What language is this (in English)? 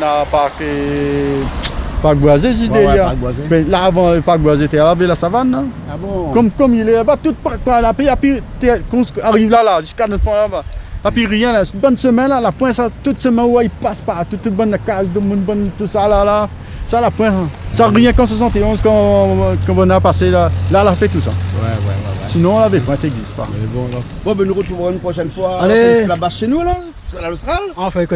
Réunion Creole French